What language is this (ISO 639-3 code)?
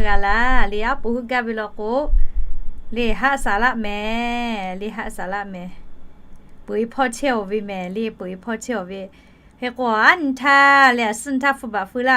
lhu